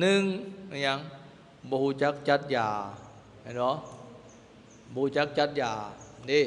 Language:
Lao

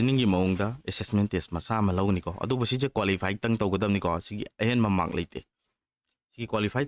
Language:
Manipuri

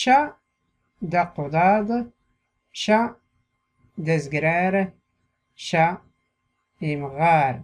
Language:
Tachelhit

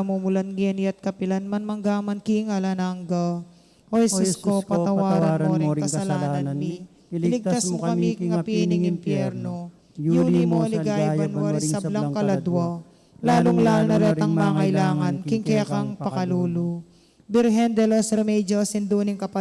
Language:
Pampanga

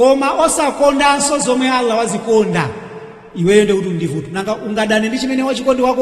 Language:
Nyanja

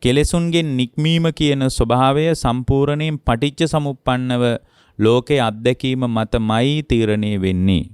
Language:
Sinhala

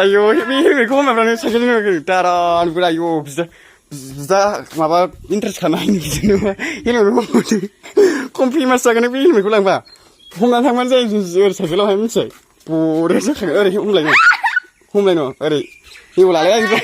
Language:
Bodo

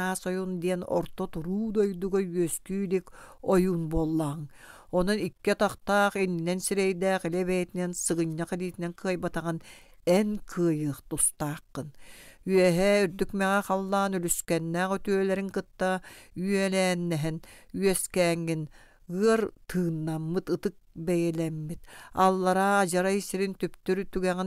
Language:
Yakut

